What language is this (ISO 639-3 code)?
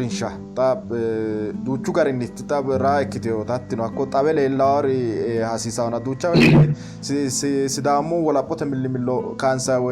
sid